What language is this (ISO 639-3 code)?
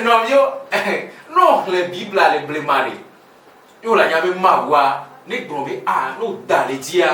ewe